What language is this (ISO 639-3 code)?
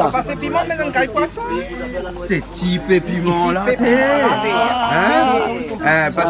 rcf